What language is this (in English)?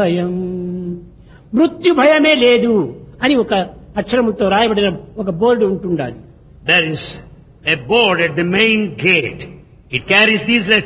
Telugu